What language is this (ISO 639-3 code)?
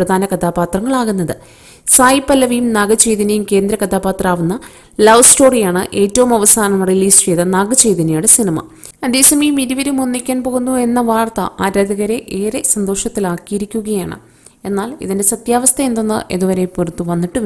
mal